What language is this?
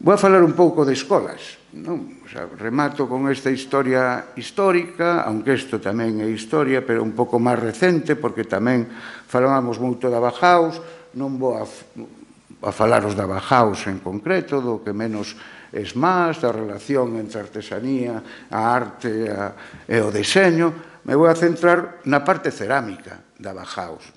Galician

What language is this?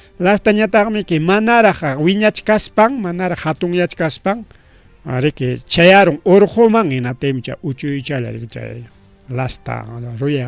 Ayacucho Quechua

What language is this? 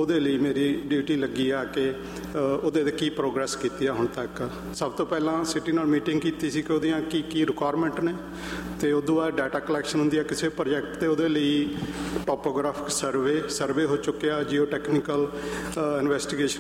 Punjabi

